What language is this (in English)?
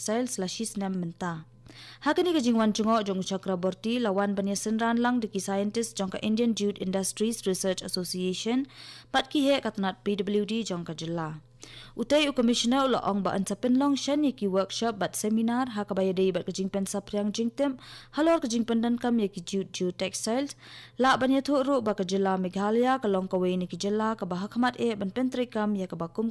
Khasi